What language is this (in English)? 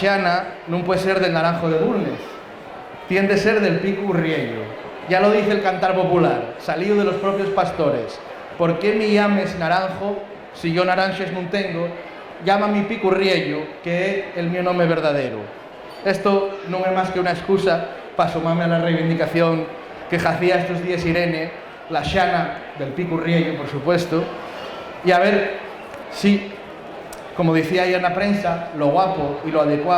Asturian